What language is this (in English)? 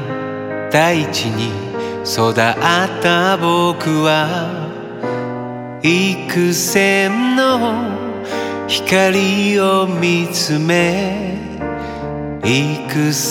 Japanese